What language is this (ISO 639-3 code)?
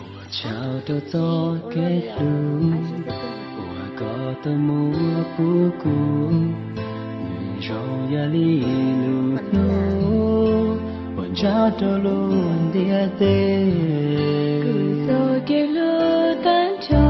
hmn